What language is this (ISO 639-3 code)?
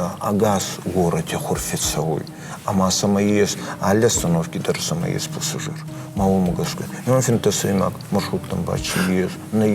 oss